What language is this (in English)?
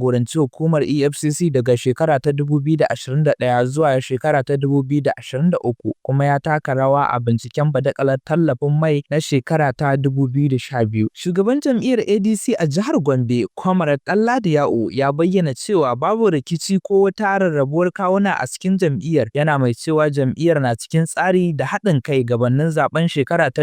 Hausa